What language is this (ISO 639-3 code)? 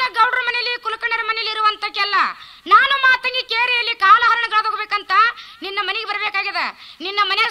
kan